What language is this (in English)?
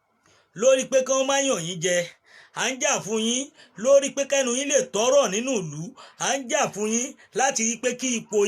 Yoruba